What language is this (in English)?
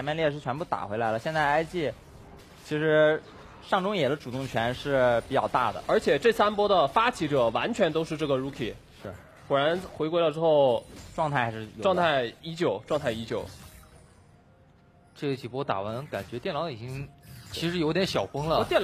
Chinese